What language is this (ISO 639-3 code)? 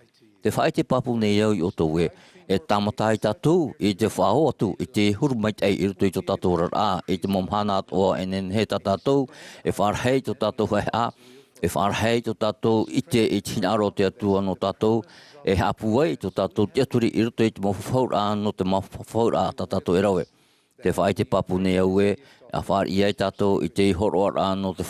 tah